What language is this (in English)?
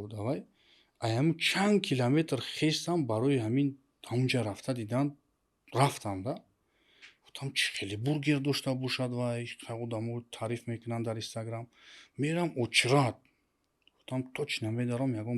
Tajik